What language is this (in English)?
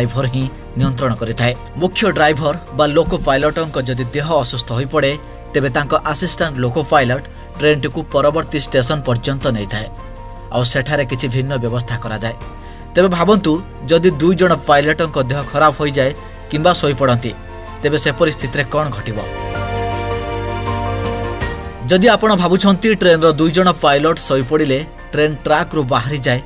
Odia